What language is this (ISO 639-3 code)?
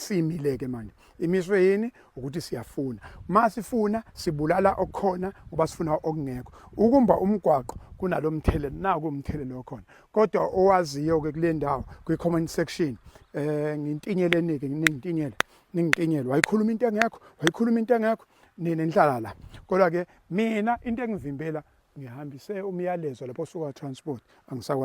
zul